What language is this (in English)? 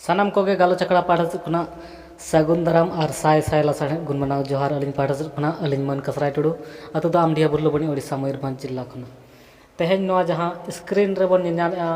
Santali